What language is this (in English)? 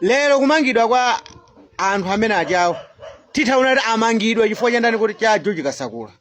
Nyanja